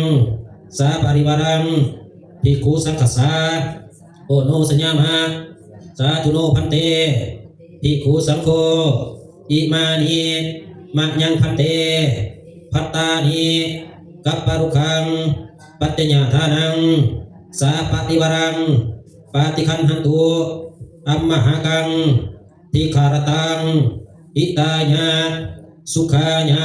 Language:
Pali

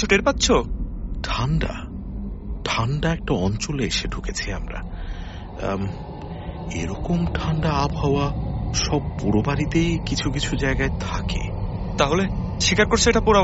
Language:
Bangla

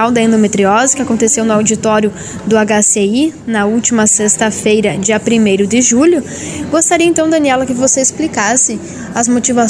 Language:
Portuguese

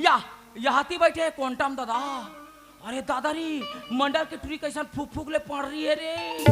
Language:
Chhattisgarhi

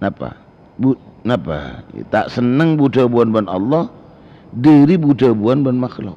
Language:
Madurese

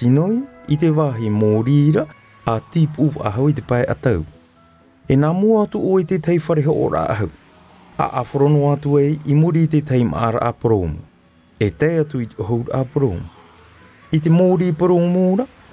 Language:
Tahitian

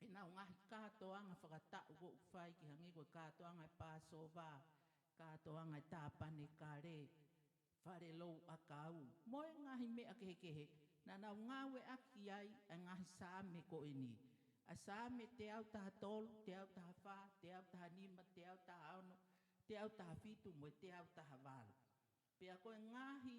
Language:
Tongan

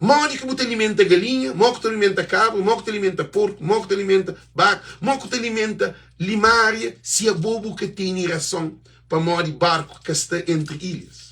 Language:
Kabuverdianu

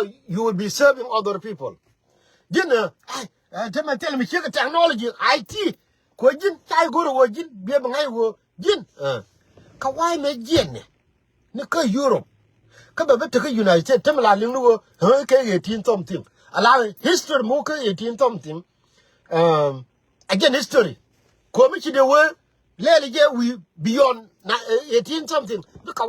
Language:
Nuer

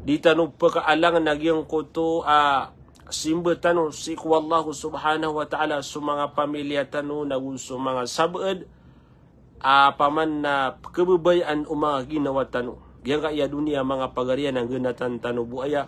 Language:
Maranao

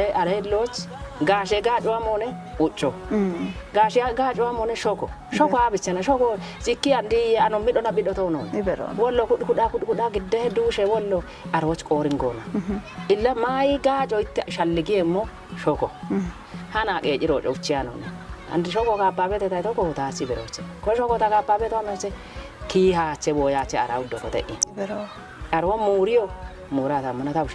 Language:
Kafa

